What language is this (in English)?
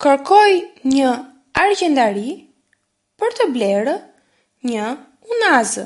Albanian